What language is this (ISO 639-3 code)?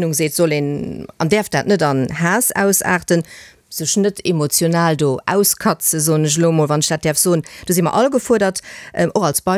ltz